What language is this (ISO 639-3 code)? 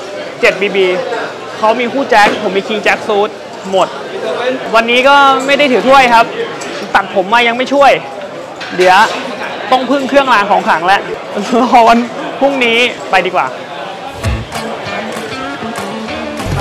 tha